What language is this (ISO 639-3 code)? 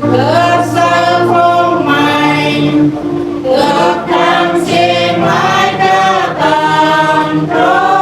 cmo